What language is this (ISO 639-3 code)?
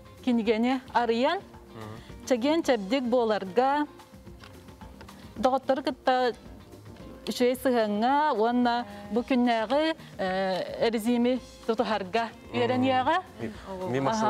sah